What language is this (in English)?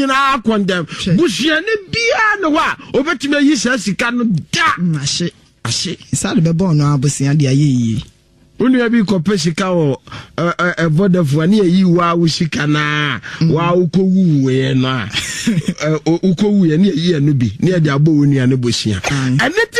Akan